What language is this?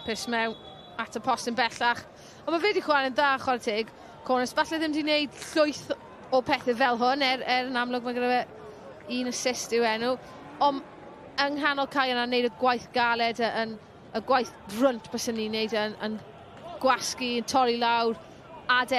Welsh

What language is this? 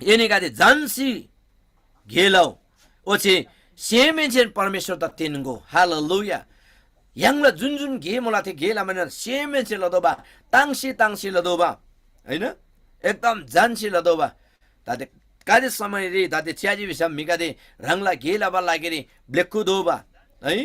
Eastern Tamang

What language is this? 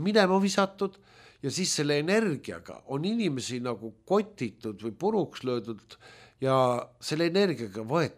Estonian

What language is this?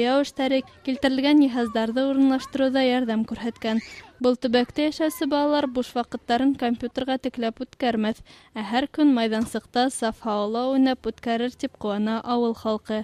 Bashkir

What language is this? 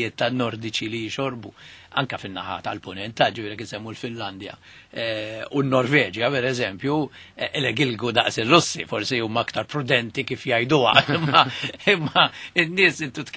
Maltese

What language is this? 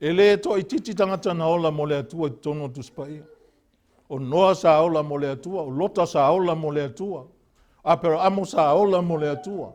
Samoan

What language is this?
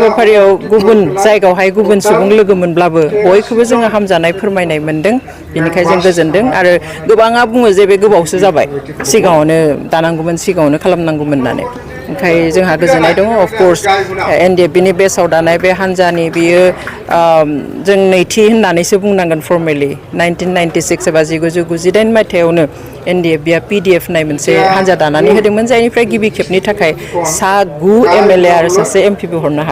Bodo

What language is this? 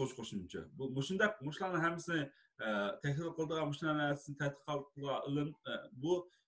Uyghur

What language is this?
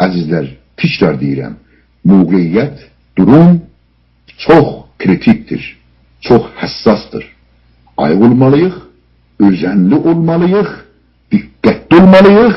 South Azerbaijani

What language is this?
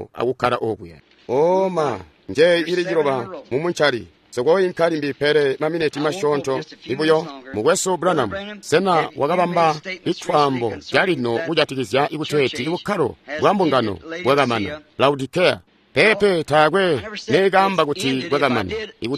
Tonga (Zambia)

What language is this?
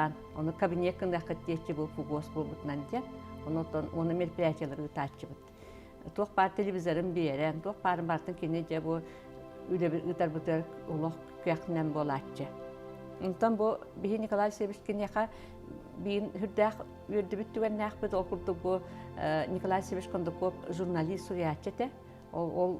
Yakut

